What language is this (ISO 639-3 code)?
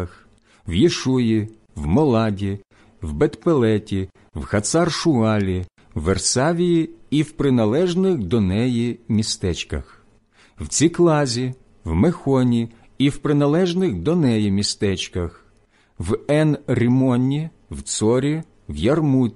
ukr